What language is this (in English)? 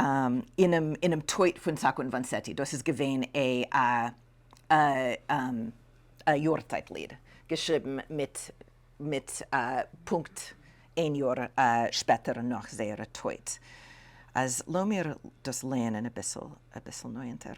Yiddish